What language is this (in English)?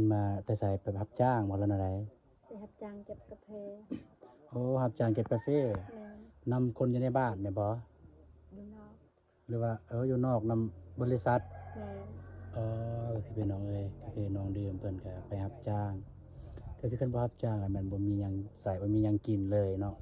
Lao